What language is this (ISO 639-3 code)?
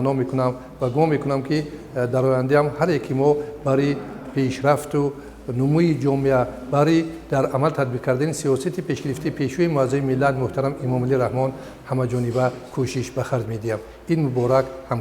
tgk